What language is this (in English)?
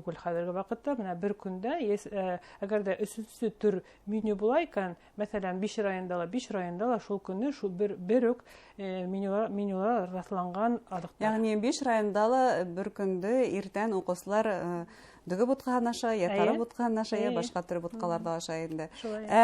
Bashkir